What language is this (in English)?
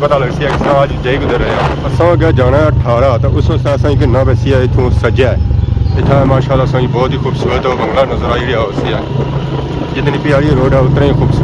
Pahari-Potwari